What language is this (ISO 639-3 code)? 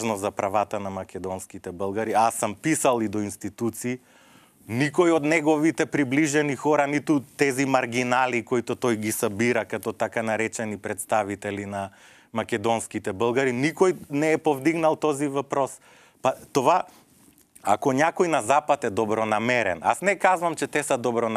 mkd